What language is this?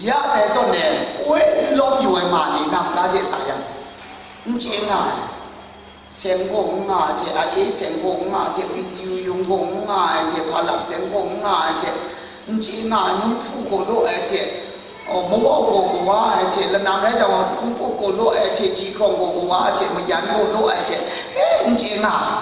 Kachin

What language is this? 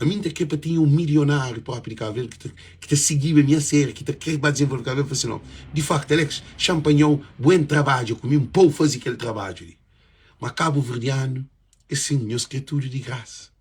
Kabuverdianu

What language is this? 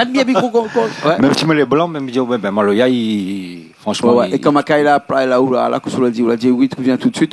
Réunion Creole French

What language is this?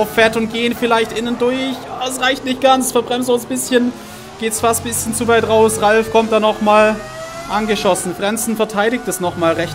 German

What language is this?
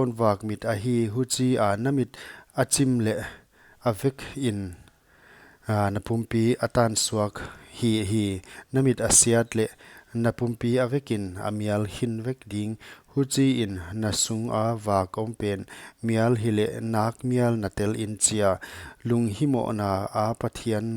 Paite Chin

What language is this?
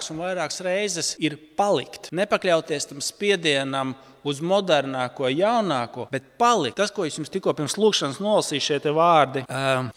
Latvian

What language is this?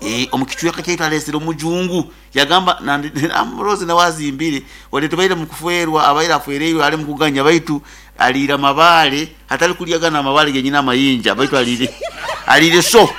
Nyoro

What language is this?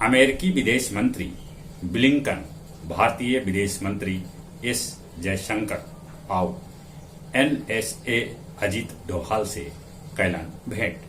Magahi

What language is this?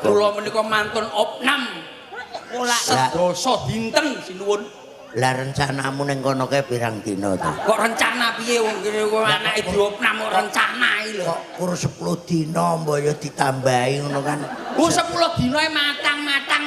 Javanese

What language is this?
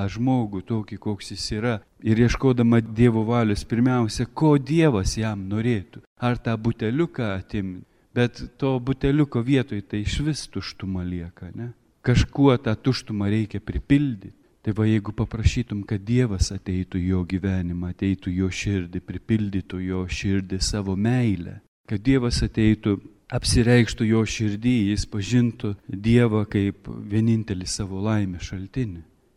Lithuanian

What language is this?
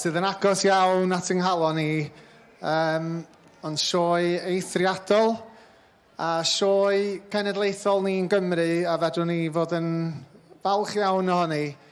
Welsh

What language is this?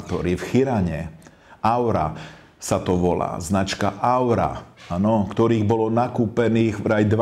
Slovak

